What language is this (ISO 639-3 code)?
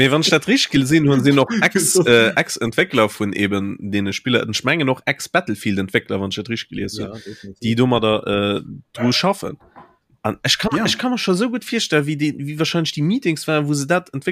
ltz